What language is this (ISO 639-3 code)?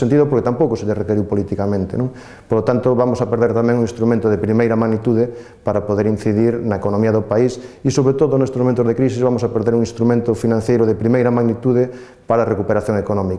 glg